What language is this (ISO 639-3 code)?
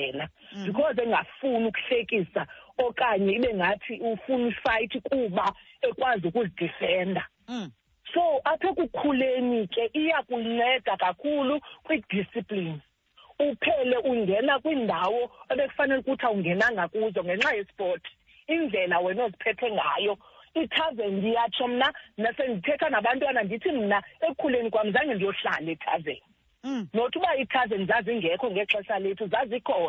xho